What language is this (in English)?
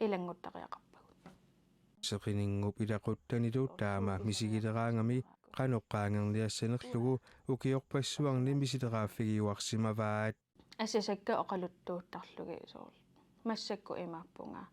Kalaallisut